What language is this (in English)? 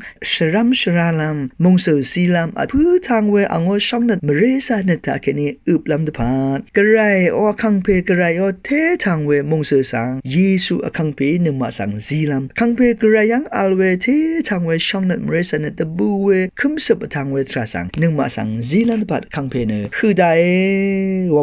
Rawang